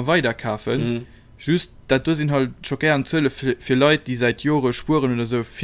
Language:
Luxembourgish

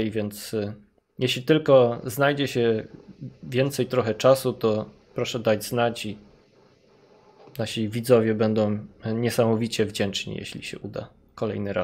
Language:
Polish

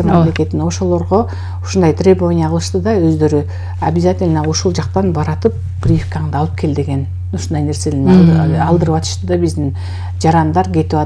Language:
Kyrgyz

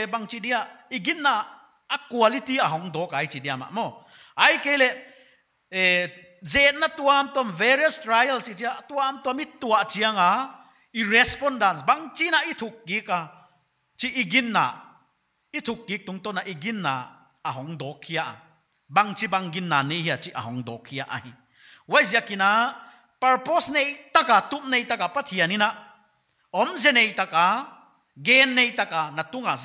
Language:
Paite Chin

